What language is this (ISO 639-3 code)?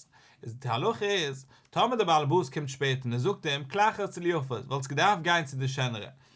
yid